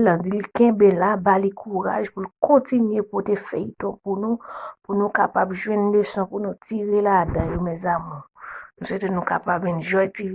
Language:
Haitian Creole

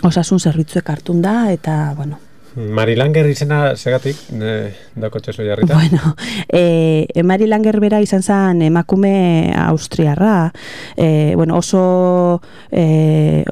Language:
Basque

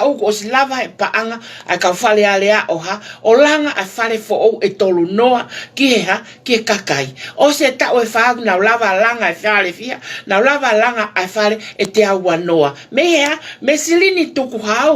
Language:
Tongan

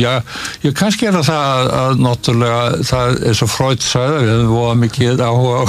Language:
Icelandic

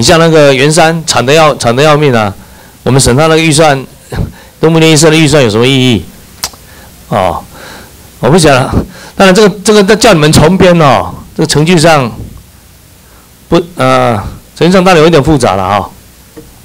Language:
Chinese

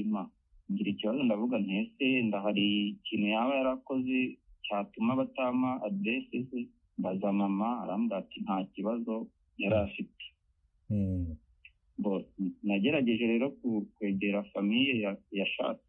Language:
Kinyarwanda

